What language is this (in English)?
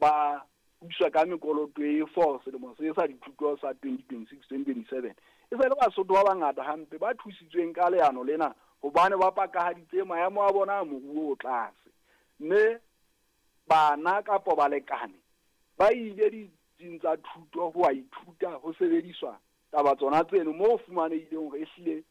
Southern Sotho